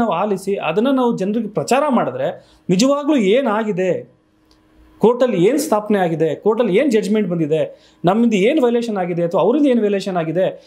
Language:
Kannada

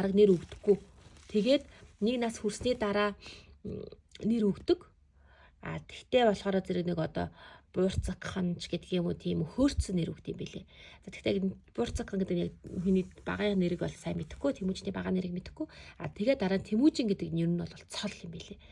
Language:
Mongolian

